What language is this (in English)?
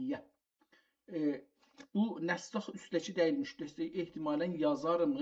South Azerbaijani